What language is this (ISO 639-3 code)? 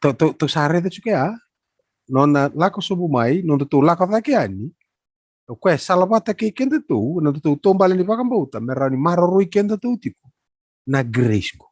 fij